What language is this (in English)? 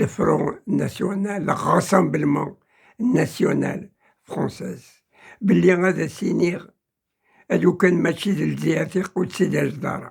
Kabyle